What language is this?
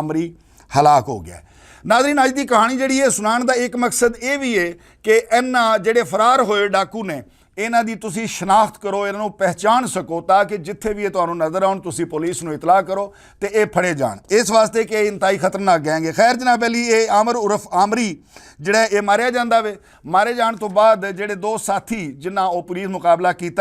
Western Panjabi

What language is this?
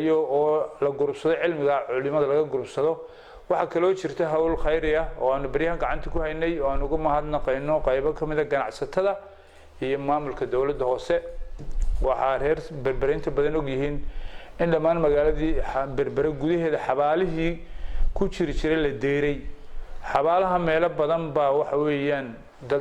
Somali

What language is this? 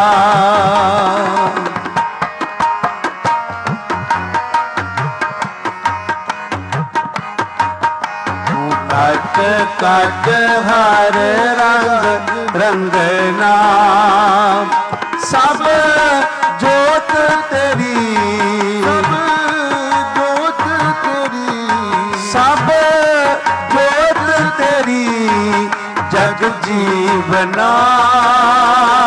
Punjabi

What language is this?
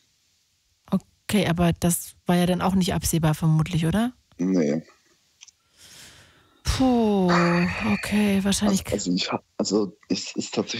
German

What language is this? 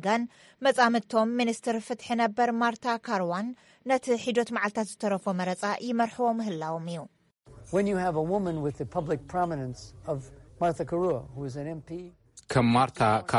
Tigrinya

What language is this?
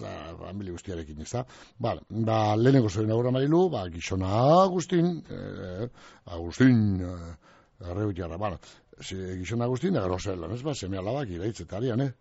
Basque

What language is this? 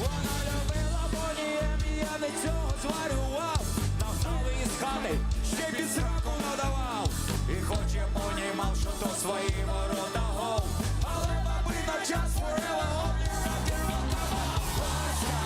Crimean Tatar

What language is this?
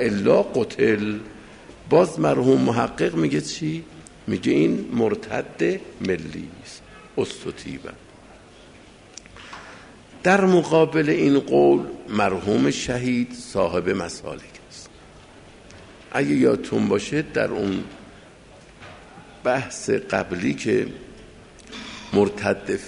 Persian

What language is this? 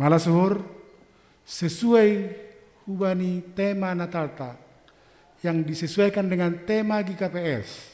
Batak Simalungun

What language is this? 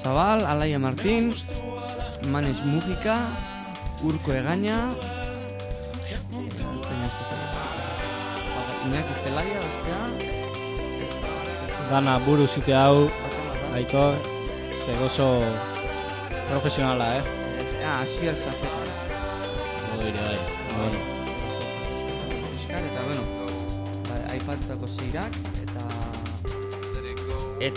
Basque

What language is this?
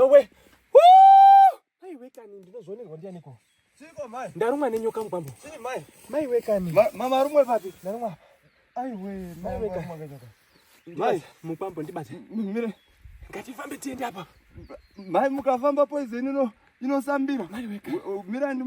Shona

